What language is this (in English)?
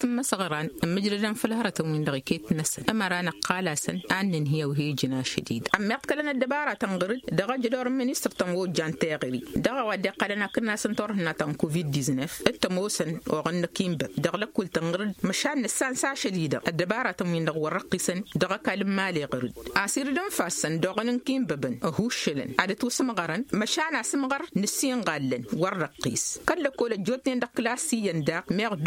Tamasheq